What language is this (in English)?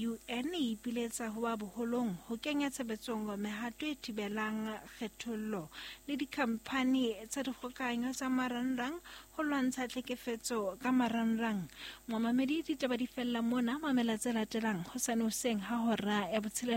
Southern Sotho